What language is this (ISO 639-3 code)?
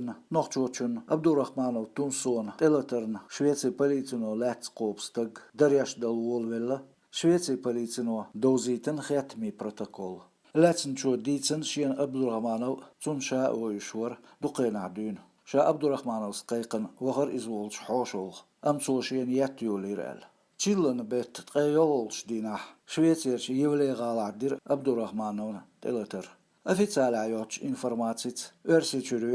che